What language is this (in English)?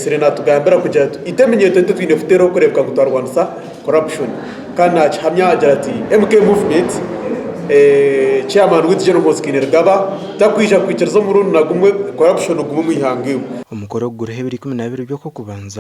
Nyankole